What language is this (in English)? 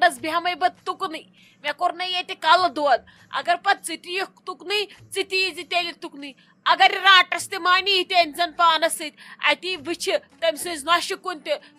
Kashmiri